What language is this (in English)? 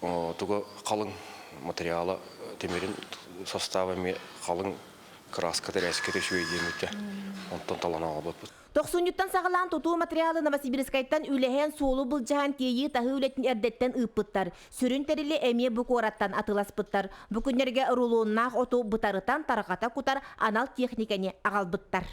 Yakut